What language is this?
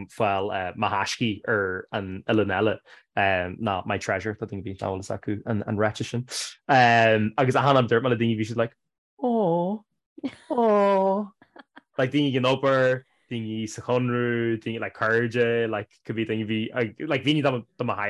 Irish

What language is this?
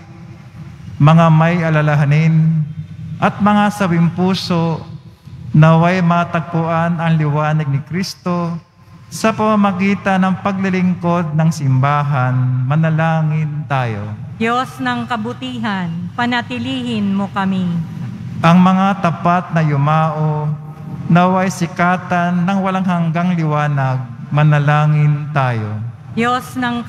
Filipino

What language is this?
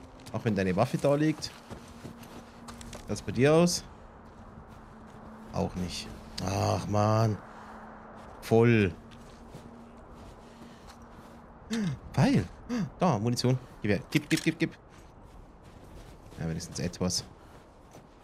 German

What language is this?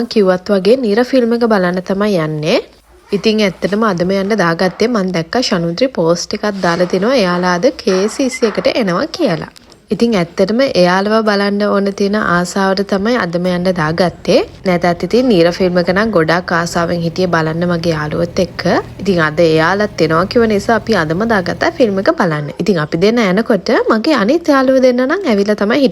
Sinhala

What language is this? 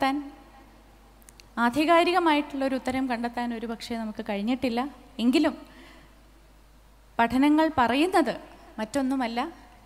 Malayalam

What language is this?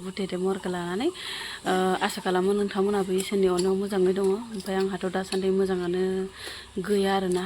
Bodo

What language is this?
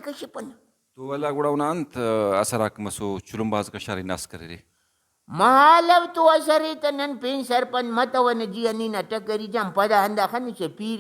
Brahui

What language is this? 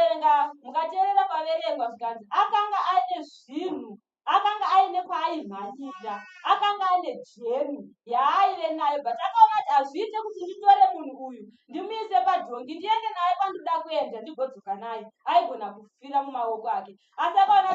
Shona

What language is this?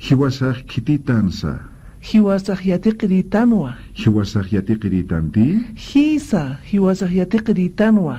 Aymara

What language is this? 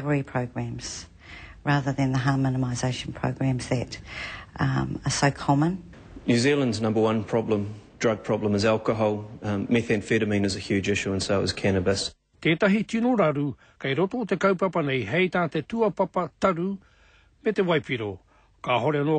Māori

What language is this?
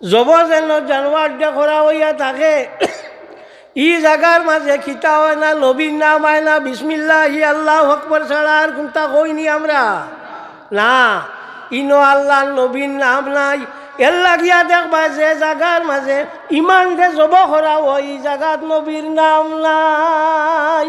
Sylheti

